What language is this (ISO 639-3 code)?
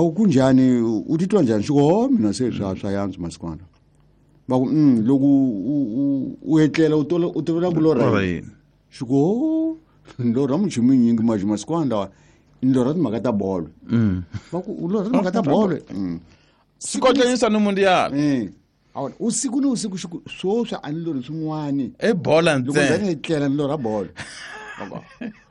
tso